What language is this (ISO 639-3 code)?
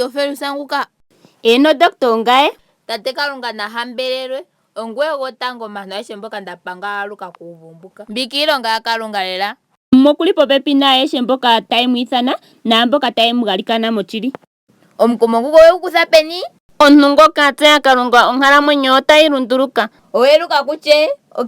ndo